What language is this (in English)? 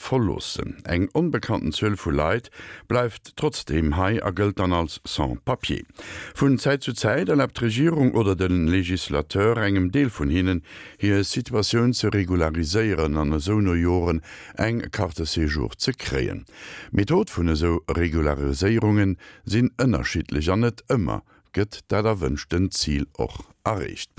Luxembourgish